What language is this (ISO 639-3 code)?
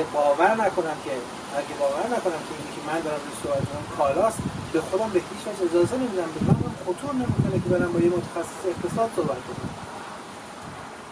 fas